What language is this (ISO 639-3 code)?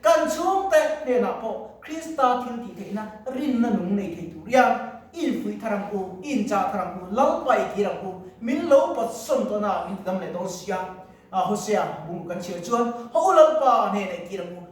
lus